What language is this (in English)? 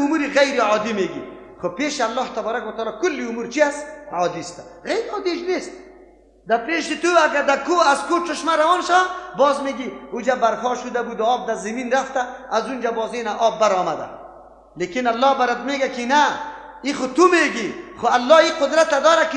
Persian